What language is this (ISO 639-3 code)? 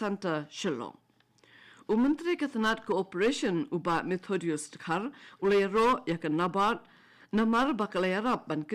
kha